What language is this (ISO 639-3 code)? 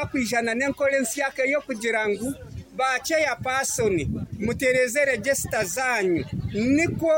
nyo